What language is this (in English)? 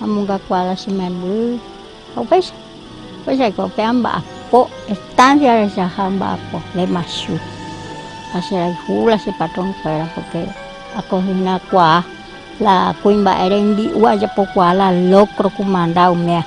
Guarani